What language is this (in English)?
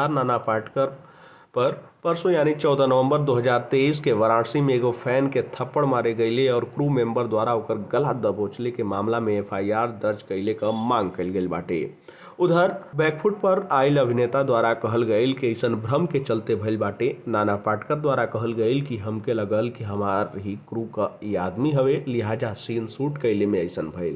Bhojpuri